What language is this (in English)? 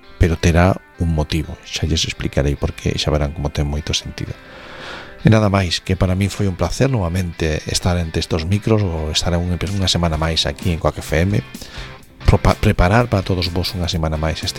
Galician